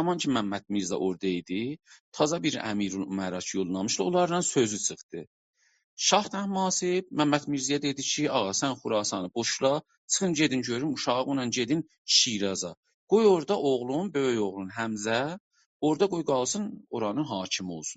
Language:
South Azerbaijani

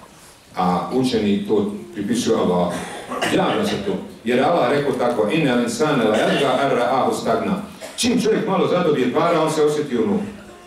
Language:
Bosnian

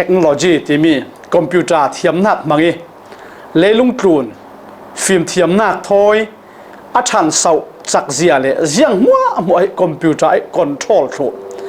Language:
Falam Chin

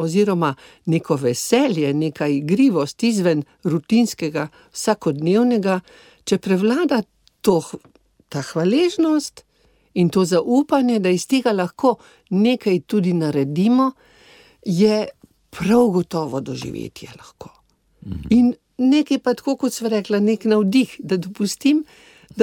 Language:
Slovenian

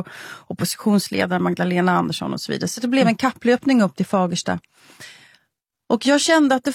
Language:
Swedish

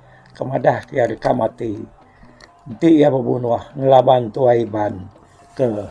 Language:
Iban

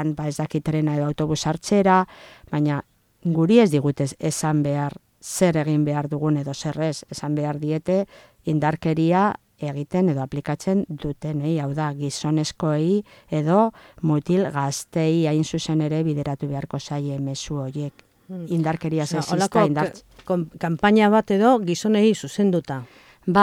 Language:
Basque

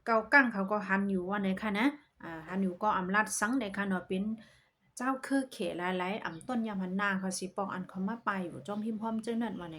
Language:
Shan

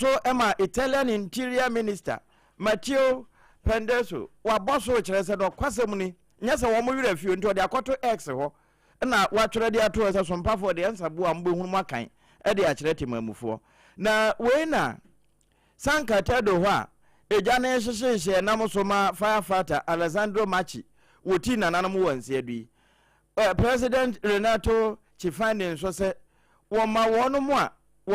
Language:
Akan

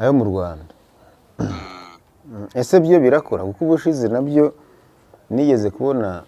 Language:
Kinyarwanda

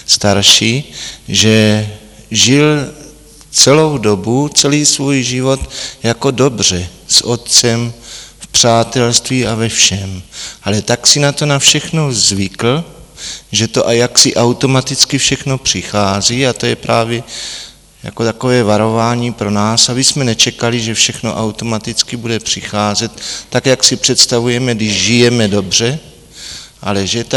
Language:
Czech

